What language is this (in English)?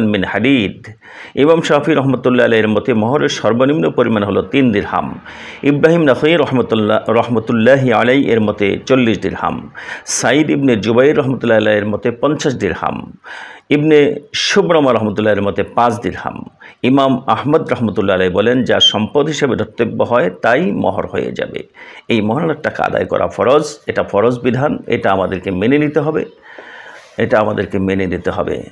Bangla